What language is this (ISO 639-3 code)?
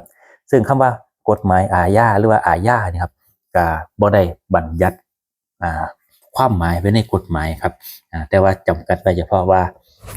tts